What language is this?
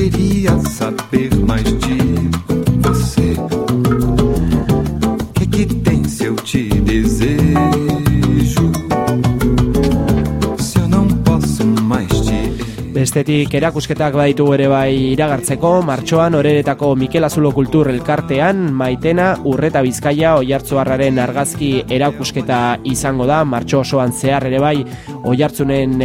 Basque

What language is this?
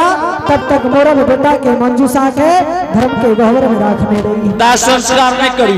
Angika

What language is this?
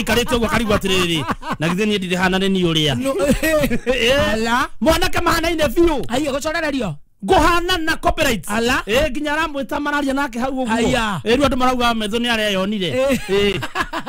Kikuyu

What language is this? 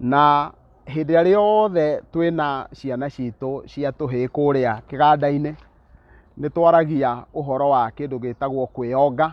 Kikuyu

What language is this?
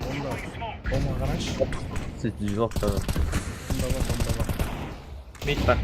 Kara-Kalpak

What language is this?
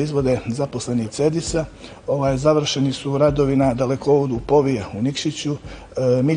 Bosnian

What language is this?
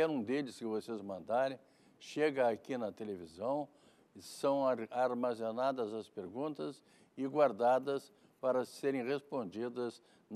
Portuguese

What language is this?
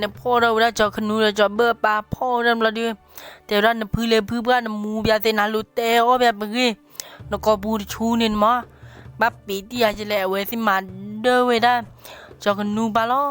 S'gaw Karen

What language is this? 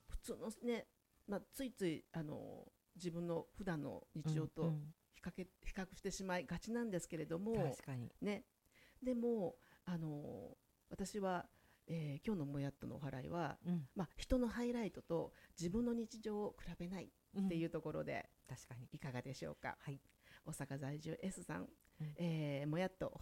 Japanese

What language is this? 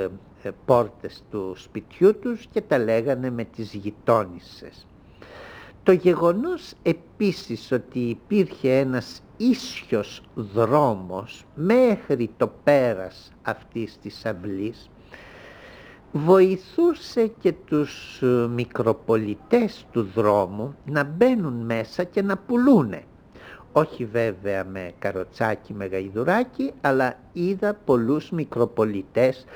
Greek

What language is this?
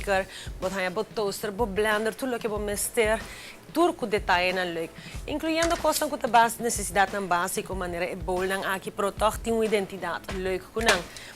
Papiamento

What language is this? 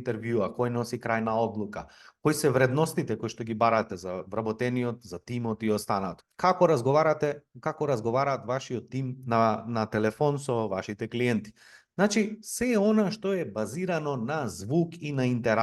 Macedonian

